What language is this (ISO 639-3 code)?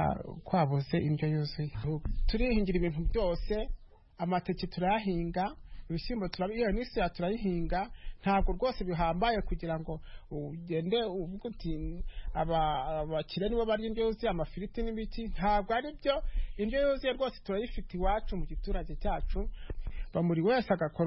kin